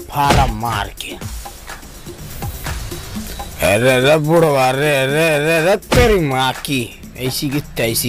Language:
Bhojpuri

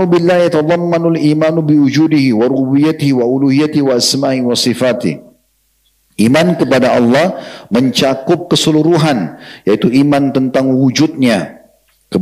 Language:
Indonesian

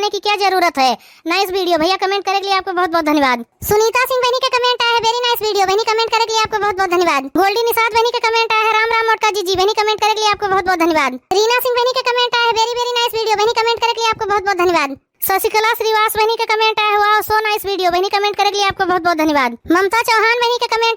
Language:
Awadhi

